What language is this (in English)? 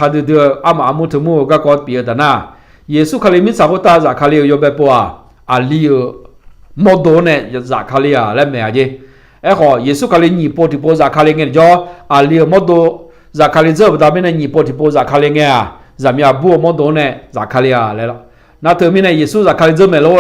Akha